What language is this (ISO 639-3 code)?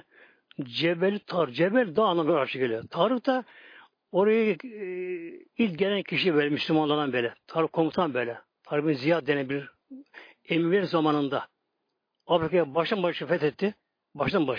tur